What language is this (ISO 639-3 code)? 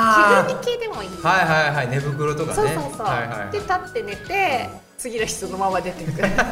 jpn